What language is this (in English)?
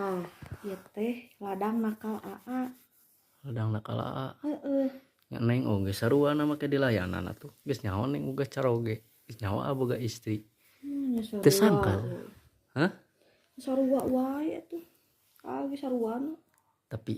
Sundanese